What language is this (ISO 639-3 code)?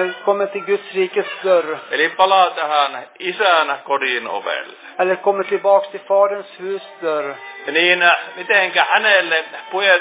fin